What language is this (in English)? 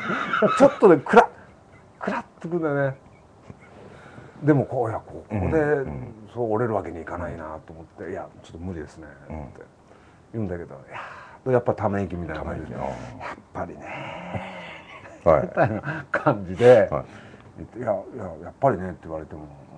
Japanese